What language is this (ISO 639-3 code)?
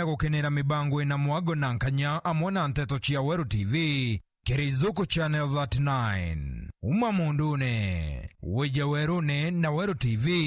mer